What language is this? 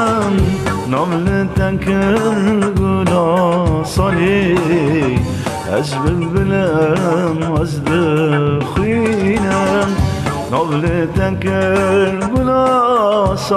Persian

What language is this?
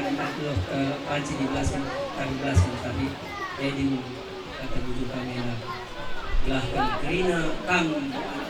Batak Karo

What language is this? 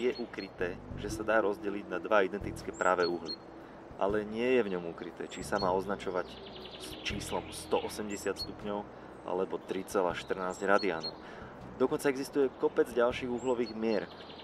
Slovak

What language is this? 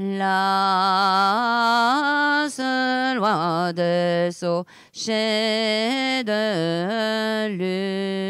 French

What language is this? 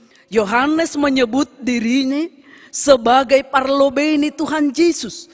Batak Simalungun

